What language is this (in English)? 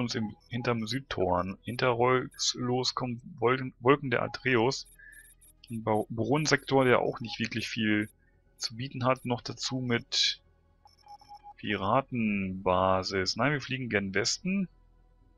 German